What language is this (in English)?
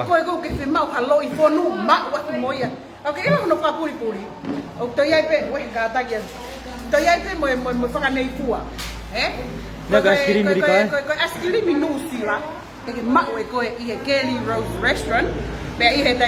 Tongan